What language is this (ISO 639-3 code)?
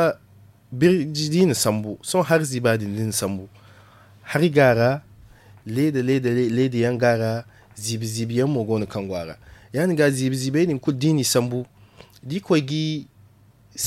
dje